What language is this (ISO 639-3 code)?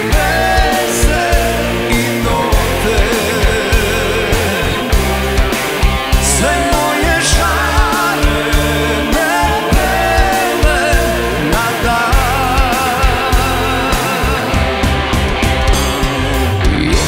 srp